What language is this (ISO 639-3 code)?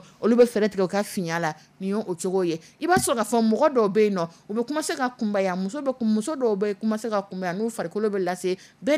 dyu